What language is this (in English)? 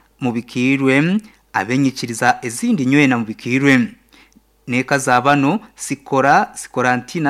Nyoro